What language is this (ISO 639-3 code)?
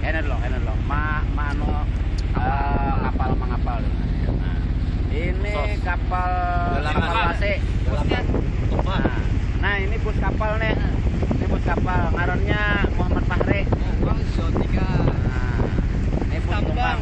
bjn